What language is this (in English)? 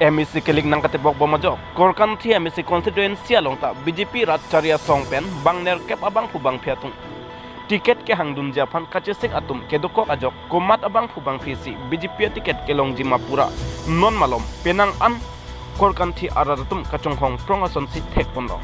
Karbi